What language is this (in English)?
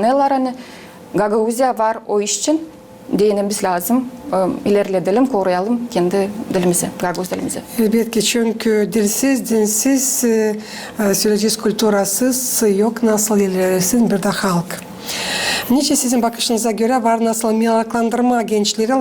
Gagauz